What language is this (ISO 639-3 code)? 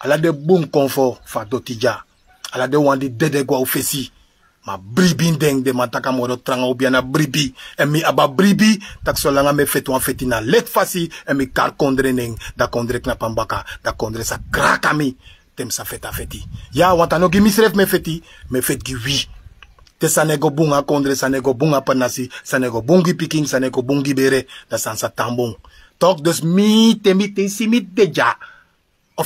srn